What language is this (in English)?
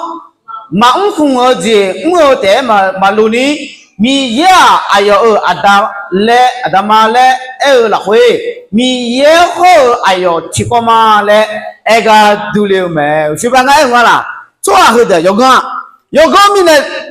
Akha